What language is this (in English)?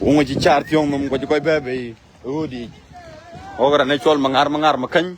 Dinka